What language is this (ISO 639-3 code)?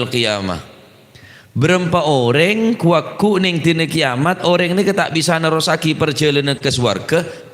mad